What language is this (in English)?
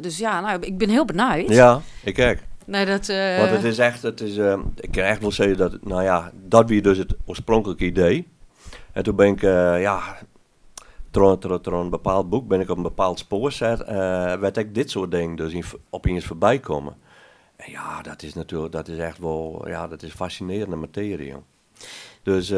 Western Frisian